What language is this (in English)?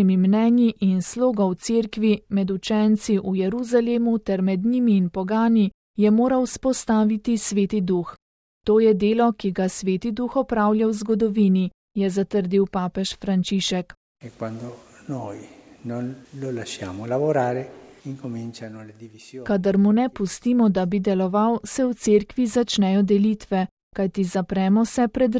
Slovenian